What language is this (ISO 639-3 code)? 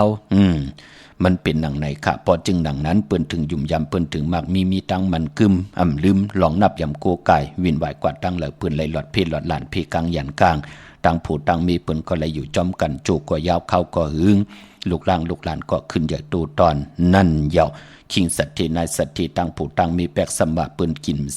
shn